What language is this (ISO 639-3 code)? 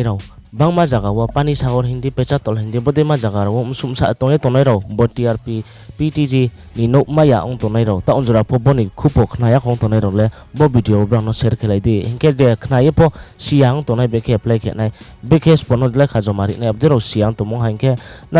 ria